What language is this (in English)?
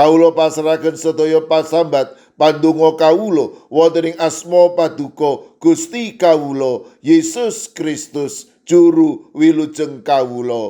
Javanese